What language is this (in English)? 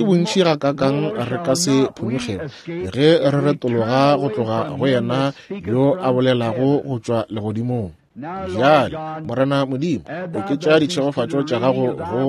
Northern Sotho